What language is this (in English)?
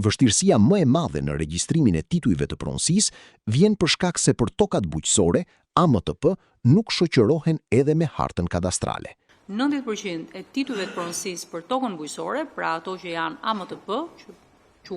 Albanian